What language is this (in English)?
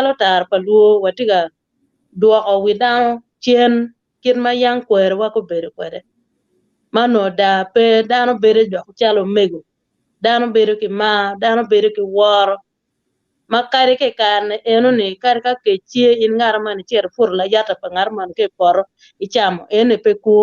Acoli